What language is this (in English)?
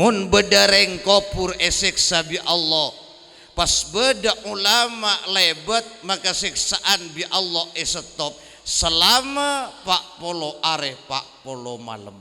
Madurese